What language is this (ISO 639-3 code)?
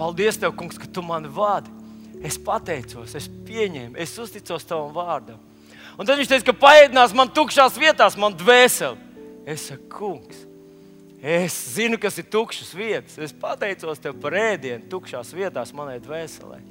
lav